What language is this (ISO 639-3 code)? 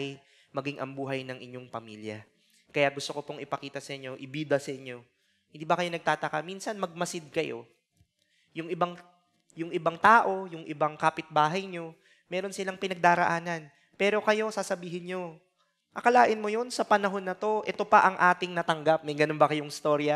fil